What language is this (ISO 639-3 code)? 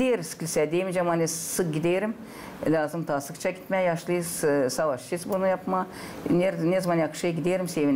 gag